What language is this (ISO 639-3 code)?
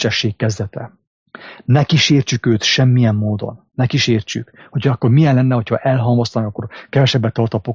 hun